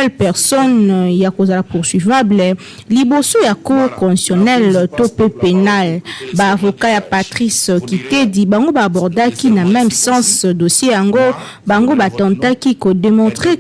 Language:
Lingala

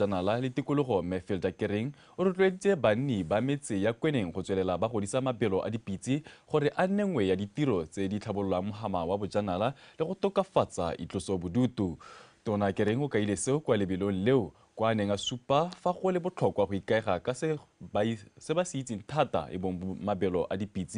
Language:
Tswana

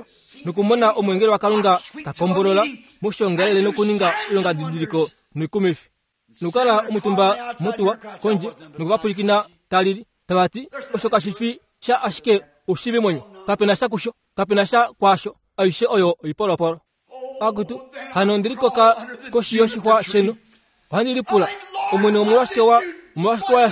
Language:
Kuanyama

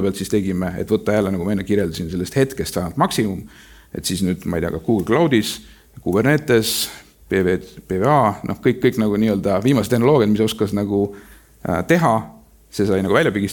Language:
Estonian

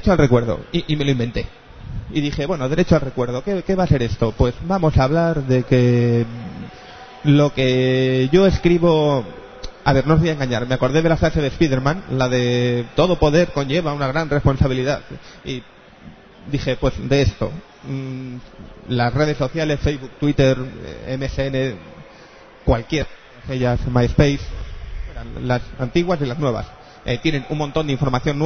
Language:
Spanish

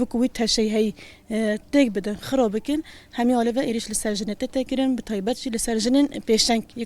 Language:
Kurdish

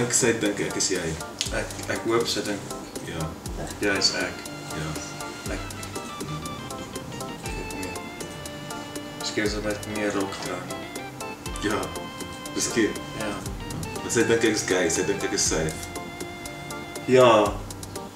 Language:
Afrikaans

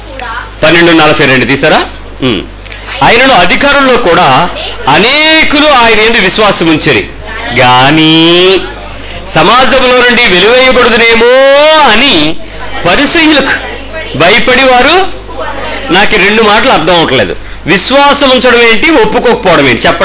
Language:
Telugu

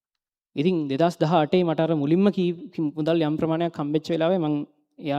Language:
Sinhala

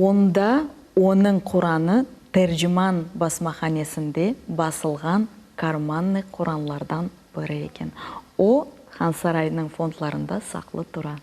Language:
Crimean Tatar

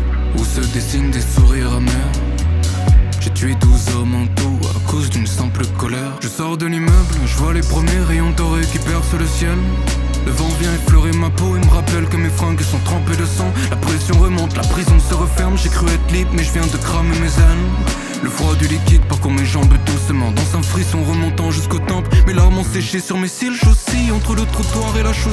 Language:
French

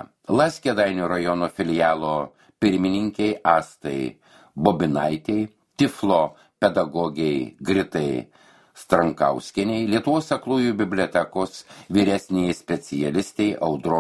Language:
Lithuanian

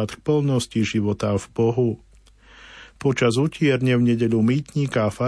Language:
Slovak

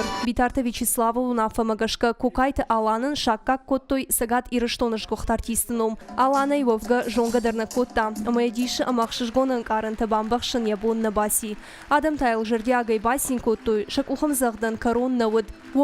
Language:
Ossetic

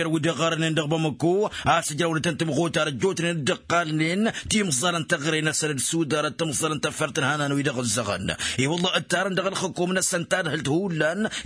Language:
Tamasheq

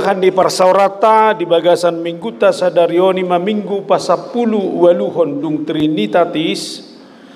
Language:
Batak Toba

